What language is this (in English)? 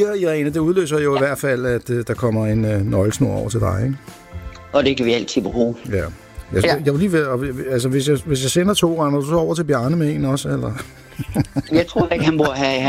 Danish